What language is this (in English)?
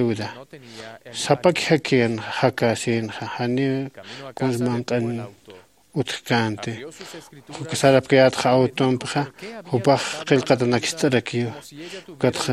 Aymara